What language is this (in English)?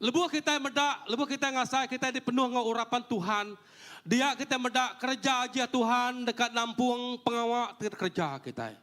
Iban